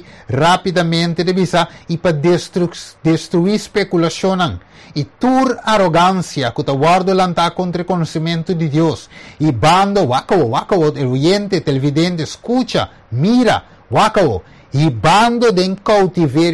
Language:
Papiamento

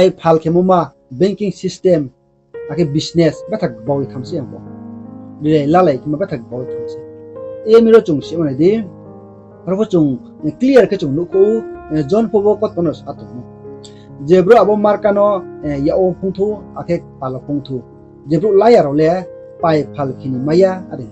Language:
Riang (India)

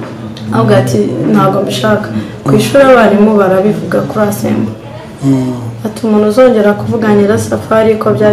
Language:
Kinyarwanda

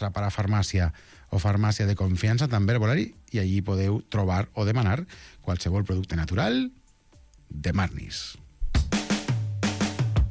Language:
Catalan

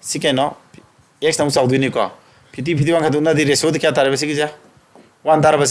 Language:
Manipuri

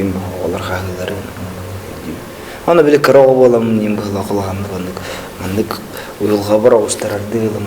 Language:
Yakut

